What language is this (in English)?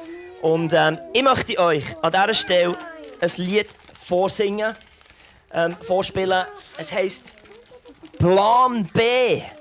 Swiss German